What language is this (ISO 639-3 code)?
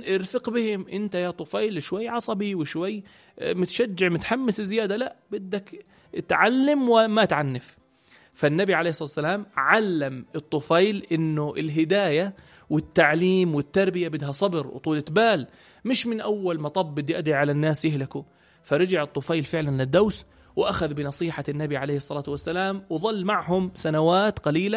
apc